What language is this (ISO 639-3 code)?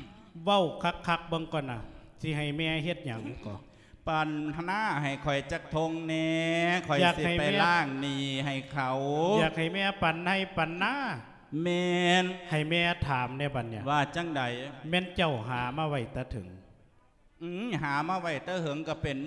lao